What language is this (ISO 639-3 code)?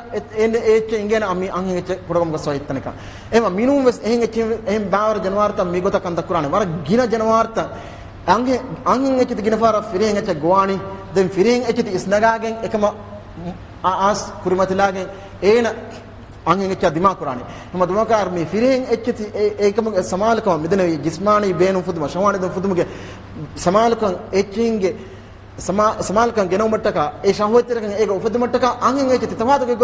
div